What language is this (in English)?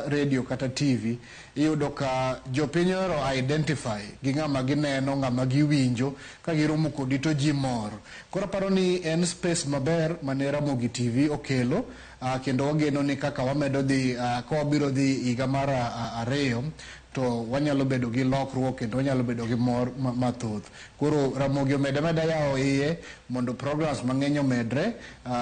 Luo (Kenya and Tanzania)